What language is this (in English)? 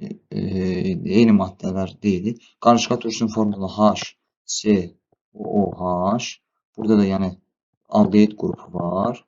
Azerbaijani